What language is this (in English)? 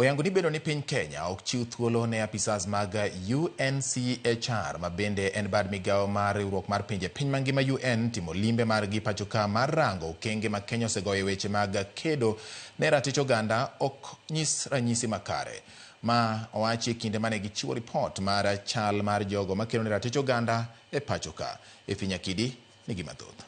Luo (Kenya and Tanzania)